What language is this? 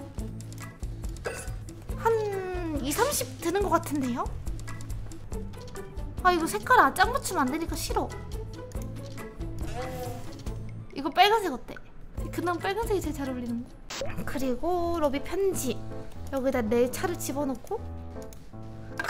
Korean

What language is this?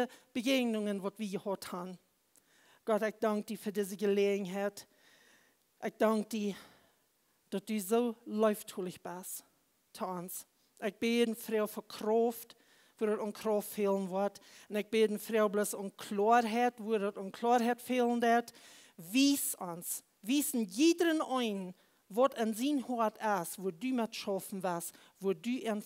Plautdietsch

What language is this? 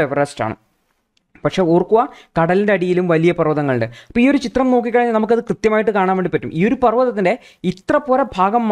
Malayalam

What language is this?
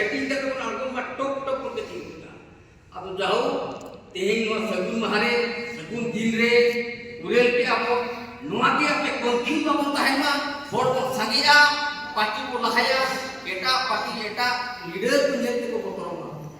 Santali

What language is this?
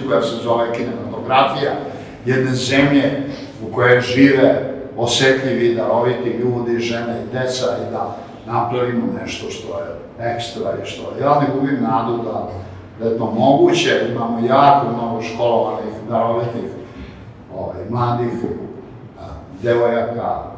Serbian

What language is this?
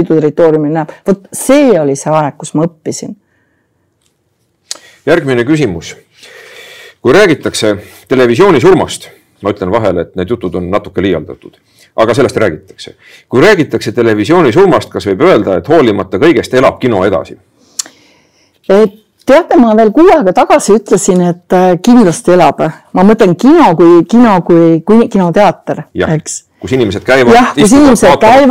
Estonian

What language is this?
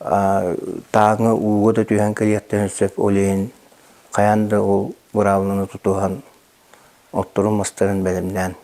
Yakut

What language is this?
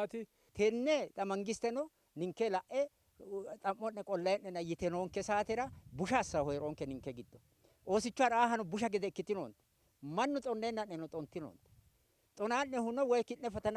Sidamo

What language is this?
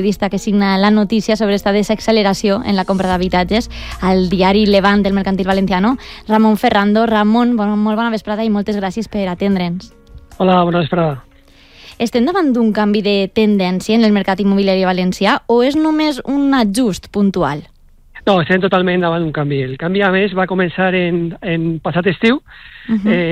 Catalan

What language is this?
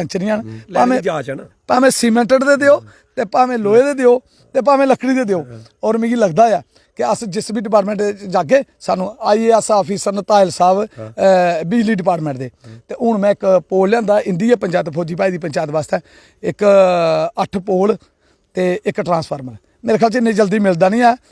Dogri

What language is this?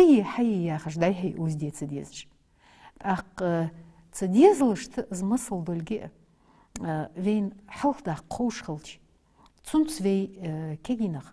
Ingush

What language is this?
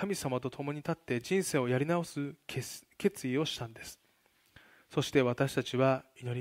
Japanese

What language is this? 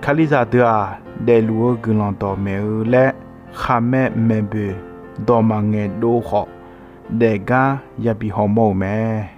Akha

